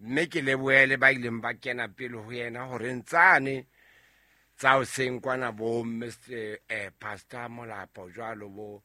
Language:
Southern Sotho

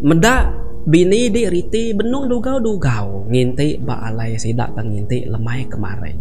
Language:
Iban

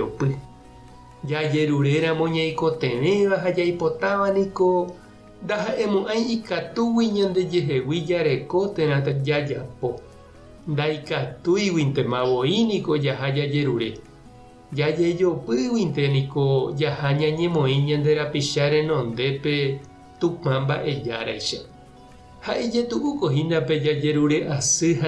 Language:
Guarani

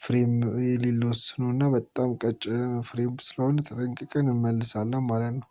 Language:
Amharic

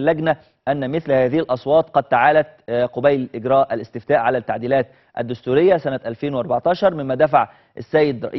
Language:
Egyptian Arabic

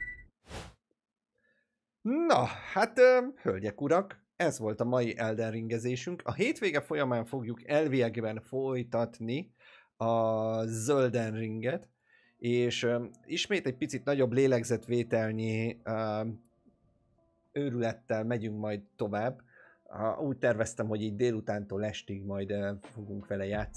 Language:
Hungarian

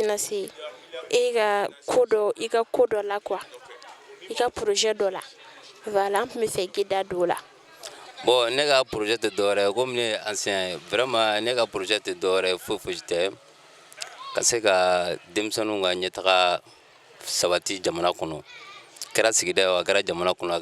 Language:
Bambara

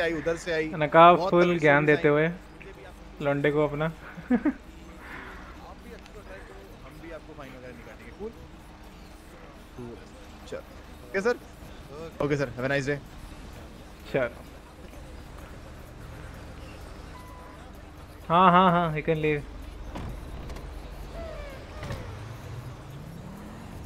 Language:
Hindi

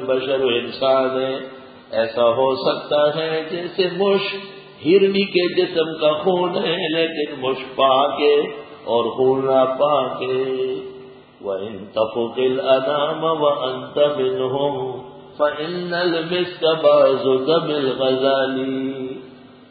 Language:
Urdu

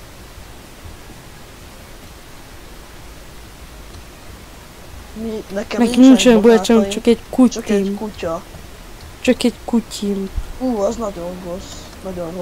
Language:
Hungarian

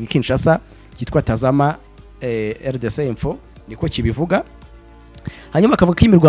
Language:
Kinyarwanda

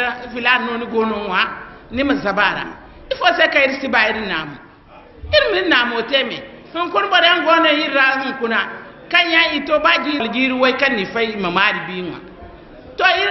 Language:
Zarma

